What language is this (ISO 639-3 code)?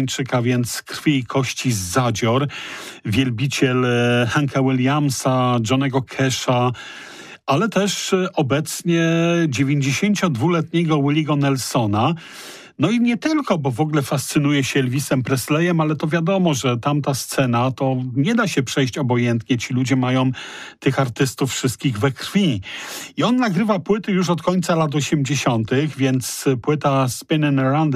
pol